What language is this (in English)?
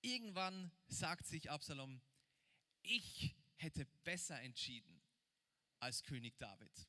Swiss German